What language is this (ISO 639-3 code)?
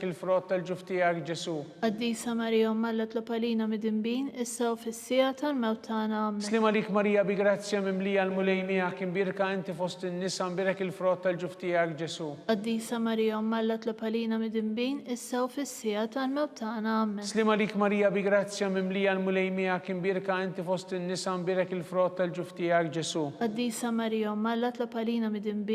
mlt